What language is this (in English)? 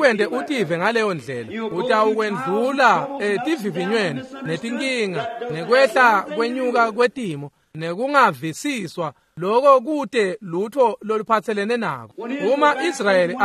Swati